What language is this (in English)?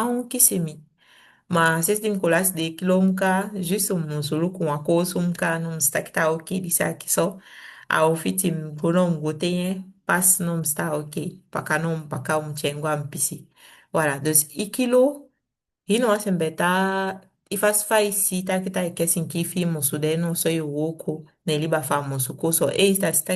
Saramaccan